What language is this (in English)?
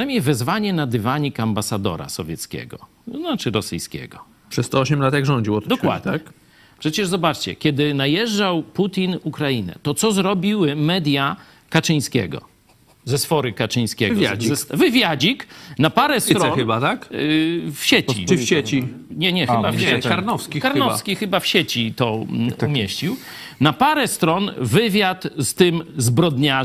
Polish